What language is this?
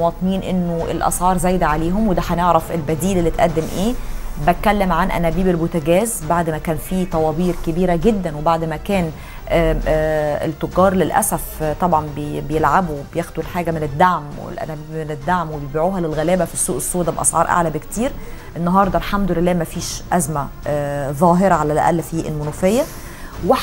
Egyptian Arabic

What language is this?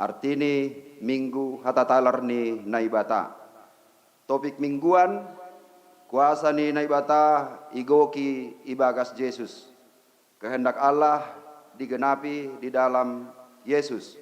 Batak Simalungun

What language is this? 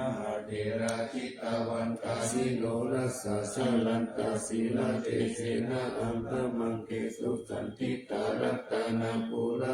Pali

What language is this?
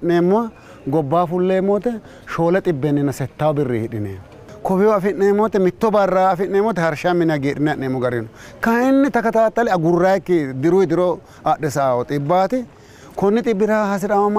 Sidamo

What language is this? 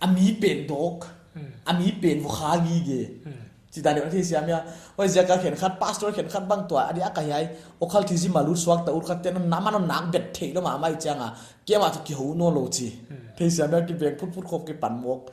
Paite Chin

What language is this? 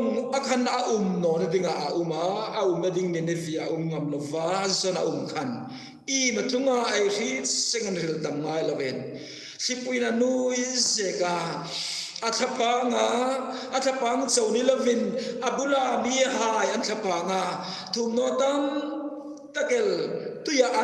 Hmar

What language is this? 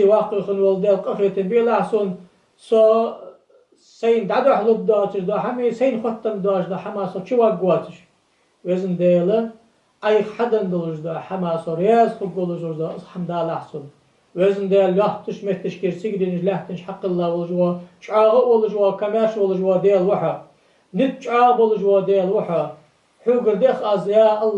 Ingush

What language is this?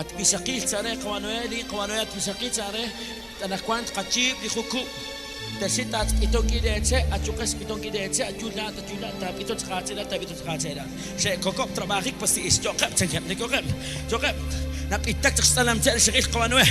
Kekchí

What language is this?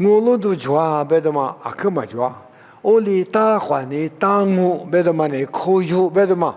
Lisu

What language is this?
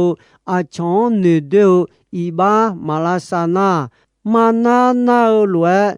Akha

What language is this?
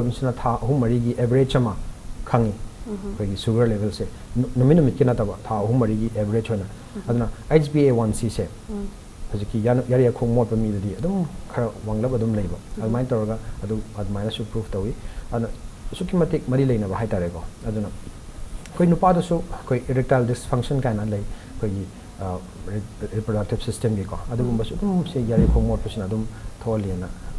Manipuri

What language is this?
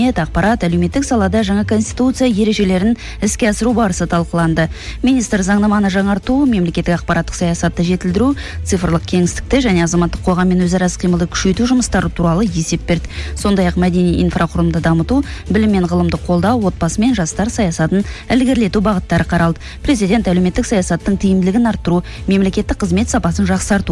Kazakh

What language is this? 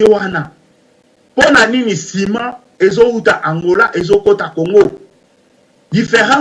Lingala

